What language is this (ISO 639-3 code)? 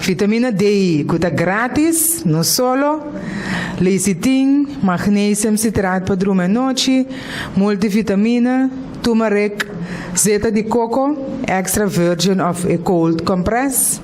pap